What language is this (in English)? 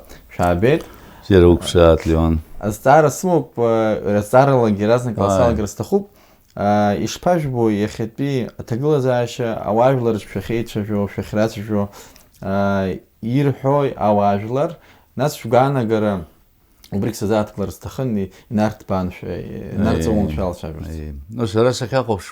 Abkhazian